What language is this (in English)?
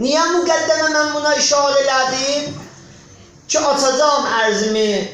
South Azerbaijani